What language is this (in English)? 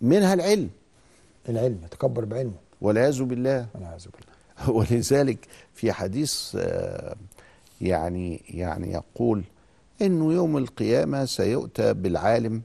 Egyptian Arabic